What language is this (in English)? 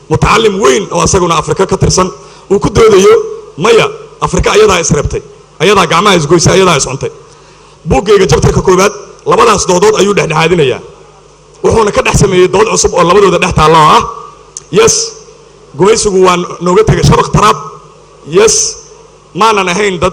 Somali